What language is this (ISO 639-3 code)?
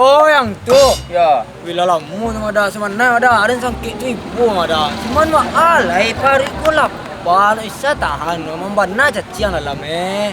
min